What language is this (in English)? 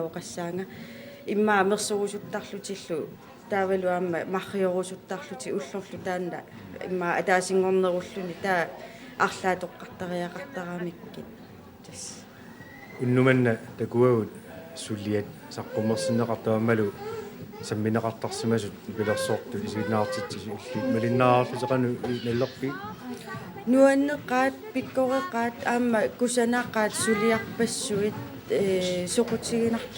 Kalaallisut